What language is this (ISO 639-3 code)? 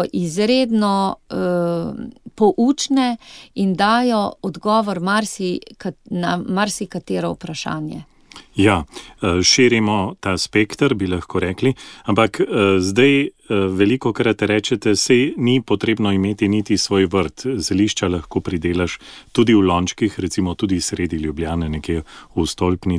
slv